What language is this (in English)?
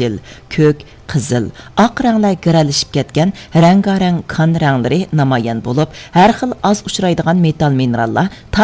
Uyghur